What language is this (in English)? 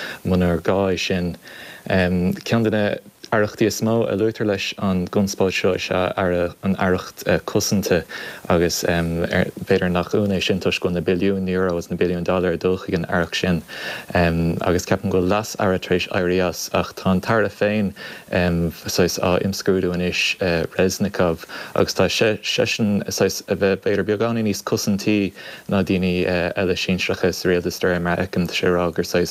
Irish